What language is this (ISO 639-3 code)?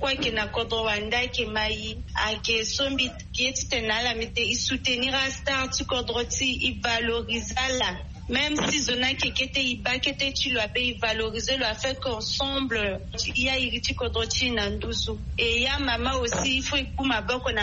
sag